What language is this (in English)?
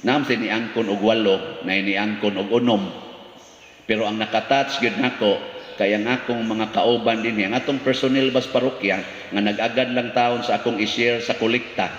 Cebuano